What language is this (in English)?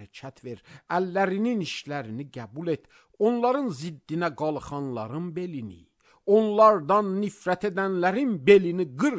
Azerbaijani